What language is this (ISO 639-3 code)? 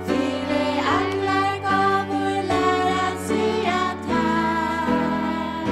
fao